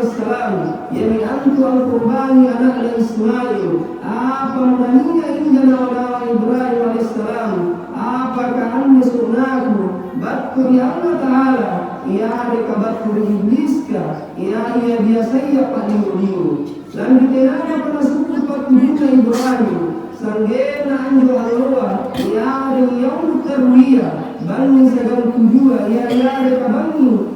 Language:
Makasar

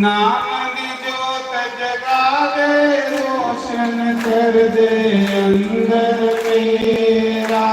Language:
Dogri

